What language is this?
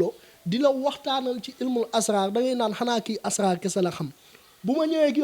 Wolof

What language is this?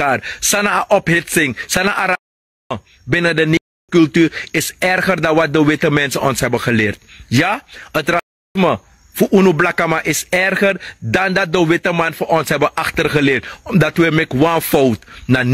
Sranan Tongo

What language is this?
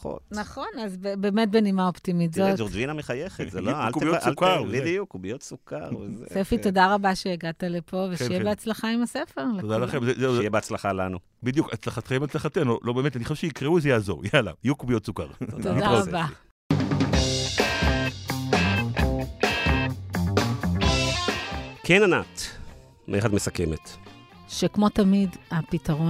Hebrew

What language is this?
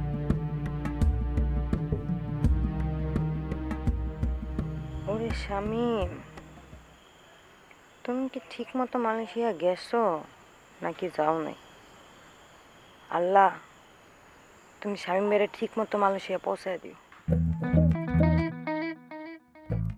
Bangla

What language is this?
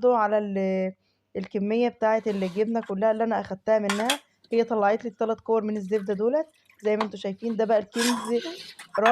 Egyptian Arabic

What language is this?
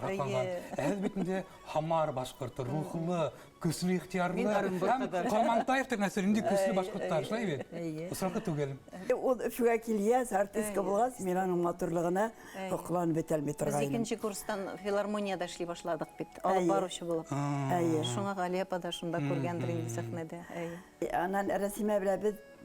Bashkir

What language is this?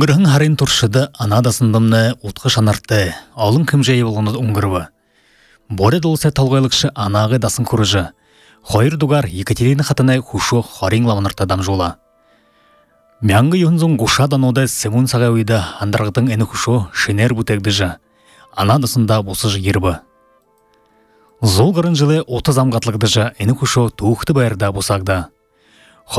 Buriat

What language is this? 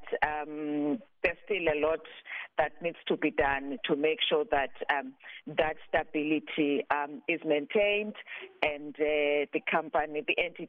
English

